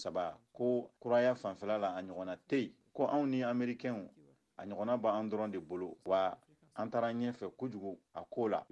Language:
Bambara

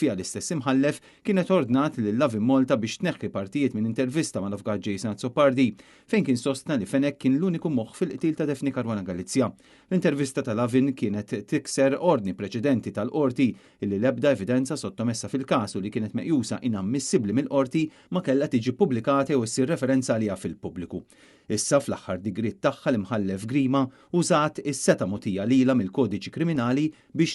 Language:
Maltese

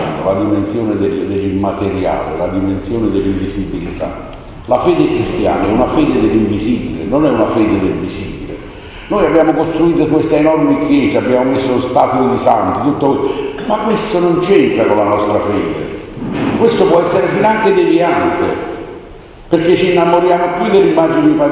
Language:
Italian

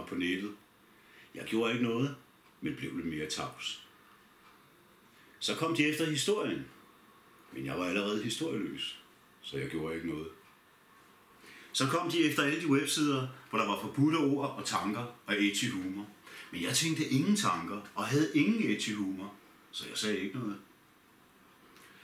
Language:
Danish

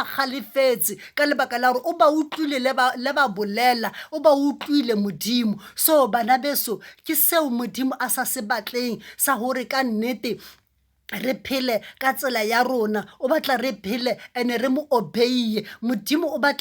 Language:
Southern Sotho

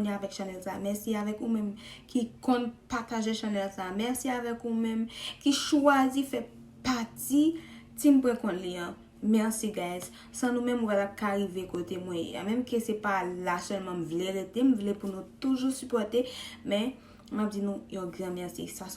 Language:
Haitian Creole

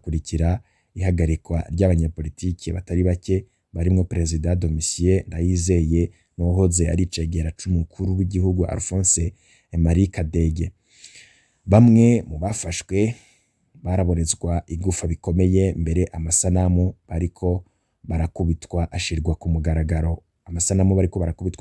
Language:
Rundi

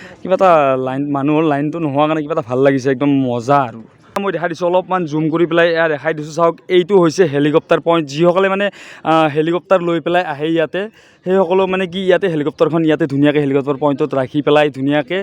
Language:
Assamese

